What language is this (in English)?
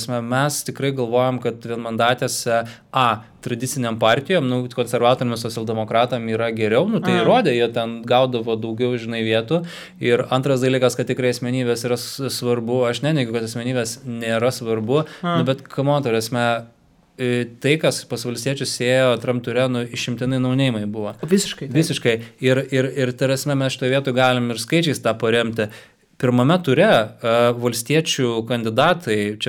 Lithuanian